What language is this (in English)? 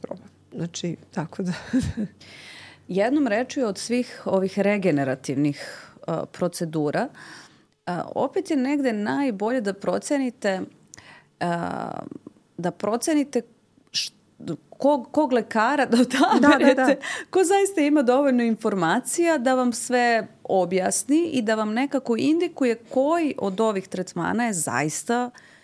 Serbian